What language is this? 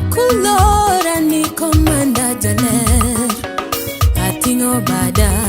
Luo (Kenya and Tanzania)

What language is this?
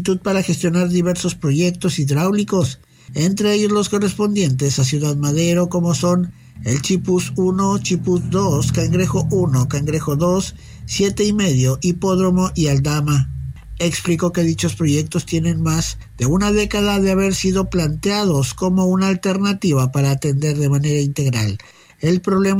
Spanish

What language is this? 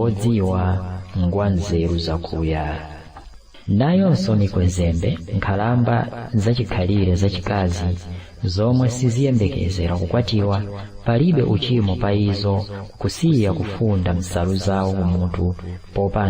Nyanja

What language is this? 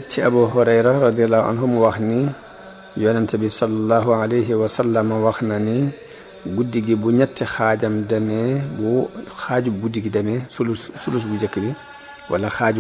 Wolof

